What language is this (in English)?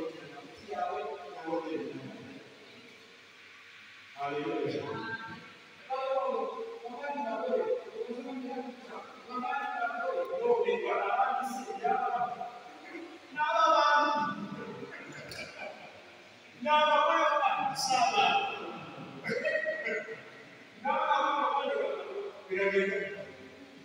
Kinyarwanda